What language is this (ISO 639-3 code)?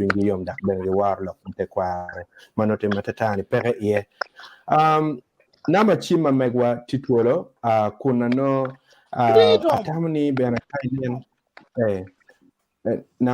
ach